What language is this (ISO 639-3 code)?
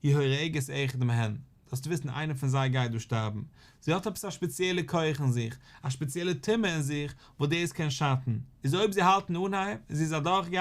yid